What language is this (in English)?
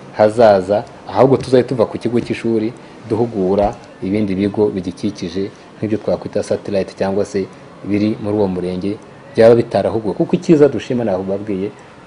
Kinyarwanda